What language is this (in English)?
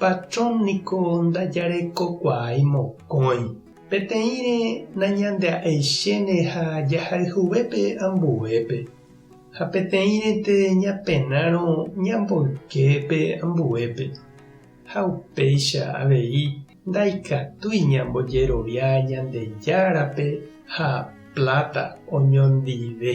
Guarani